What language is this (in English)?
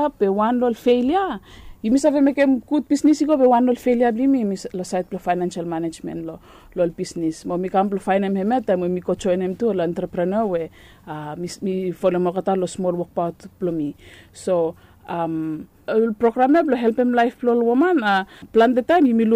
Bislama